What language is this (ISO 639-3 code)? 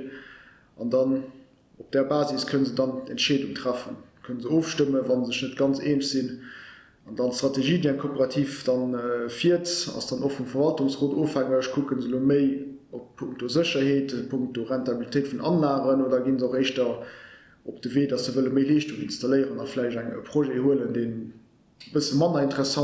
ltz